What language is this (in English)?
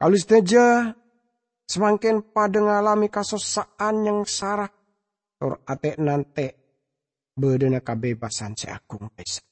Madurese